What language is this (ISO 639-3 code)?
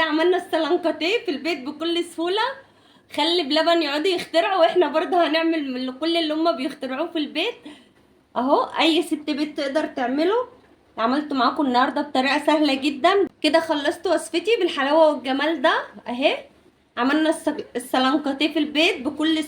arz